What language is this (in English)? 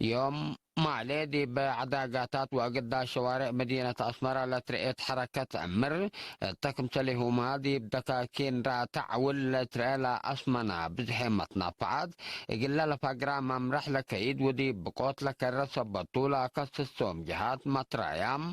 Tigre